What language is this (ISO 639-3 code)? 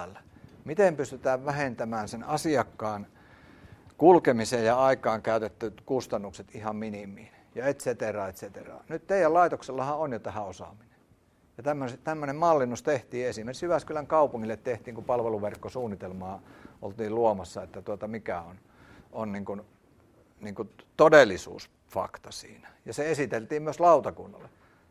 fin